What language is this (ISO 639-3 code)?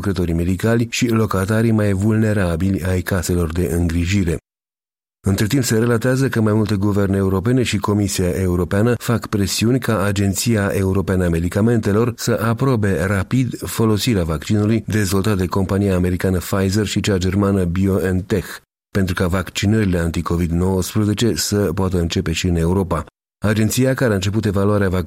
ron